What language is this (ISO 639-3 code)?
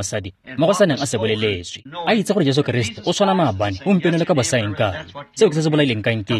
tsn